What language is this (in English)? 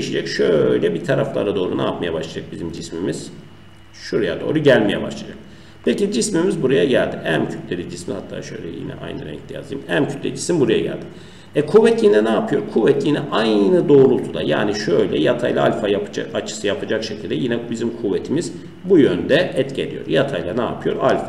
Turkish